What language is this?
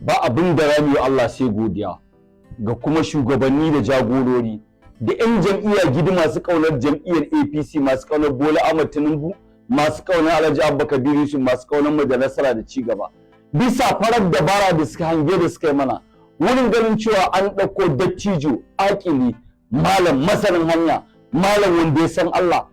Hausa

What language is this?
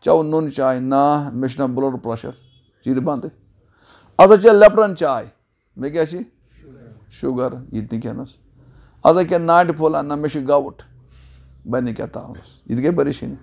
Kashmiri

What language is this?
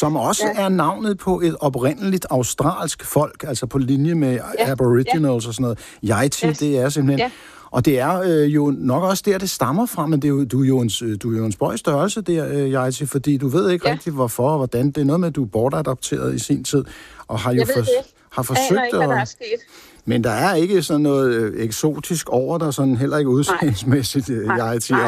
Danish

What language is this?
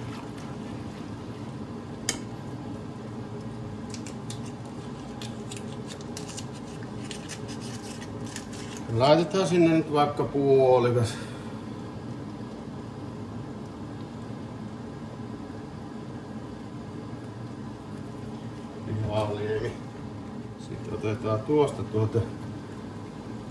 Finnish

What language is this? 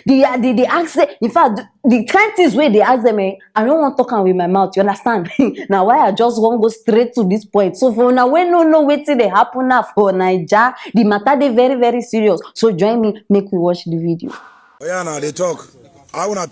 Nigerian Pidgin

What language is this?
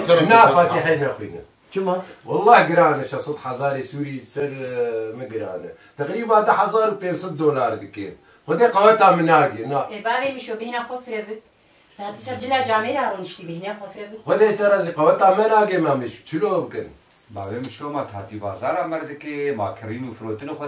Kurdish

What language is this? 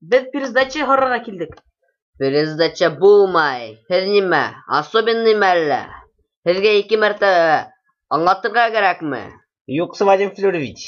Bashkir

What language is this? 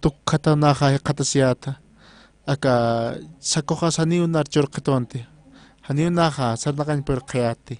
Aymara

